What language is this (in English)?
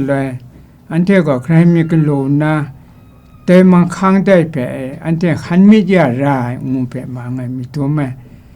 Kachin